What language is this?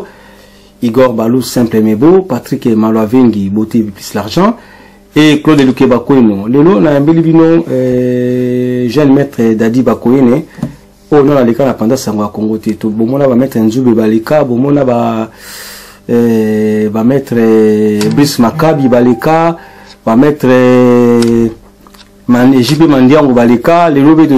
Lingala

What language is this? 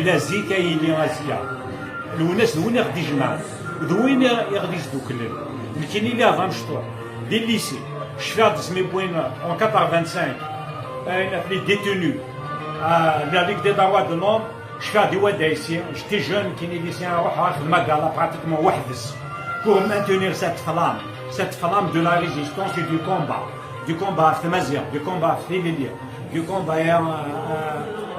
Kabyle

